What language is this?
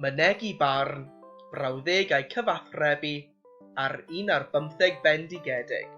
Welsh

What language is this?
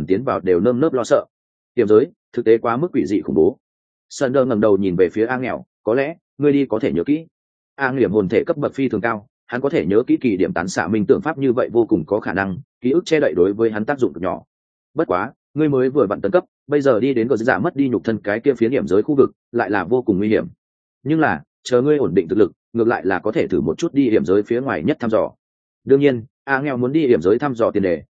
Vietnamese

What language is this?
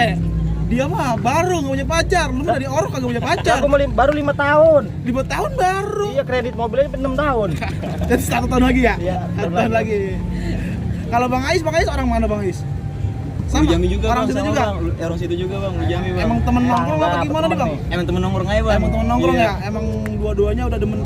Betawi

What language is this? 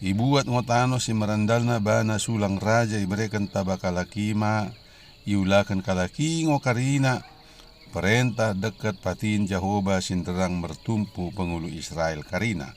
Batak Dairi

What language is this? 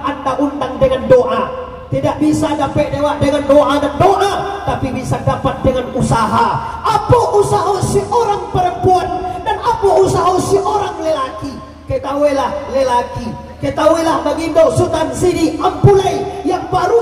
Minangkabau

